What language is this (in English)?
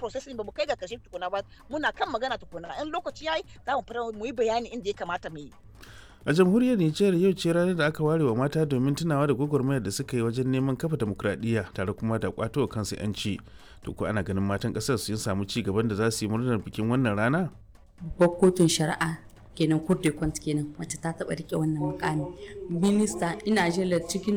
Hausa